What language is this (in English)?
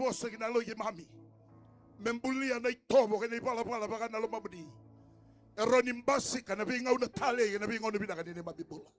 Fijian